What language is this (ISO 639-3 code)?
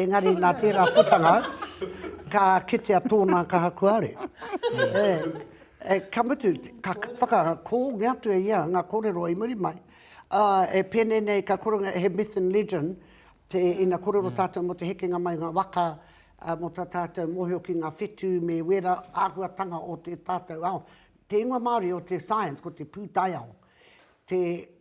mri